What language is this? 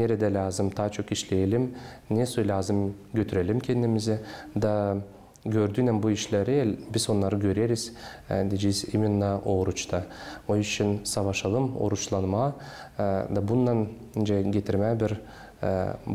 Gagauz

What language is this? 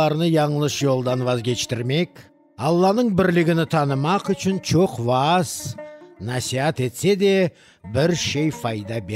Crimean Tatar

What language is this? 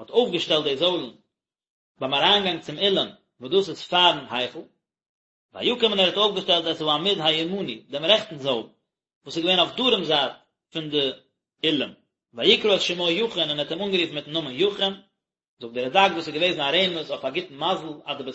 Yiddish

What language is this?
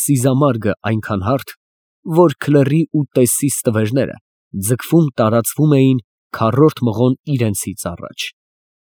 Armenian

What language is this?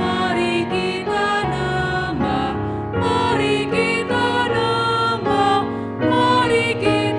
Batak Karo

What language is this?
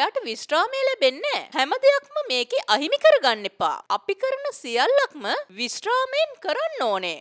Sinhala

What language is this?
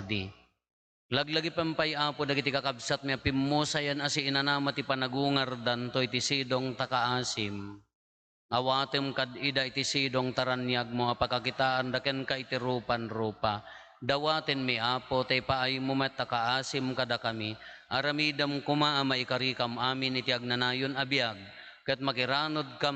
Iloko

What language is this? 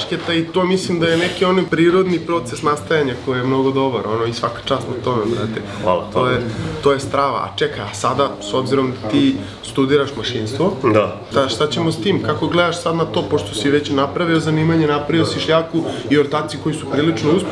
Serbian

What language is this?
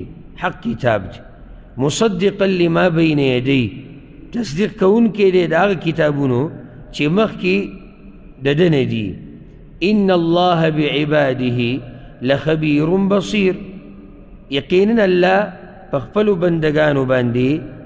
Pashto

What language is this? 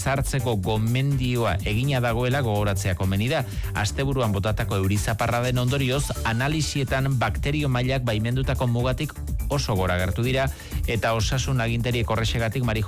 Basque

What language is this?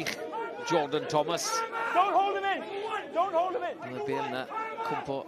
Welsh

